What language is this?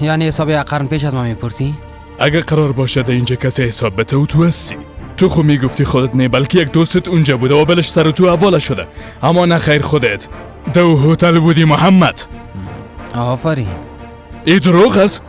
Persian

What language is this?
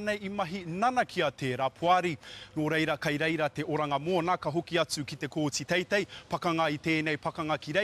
Māori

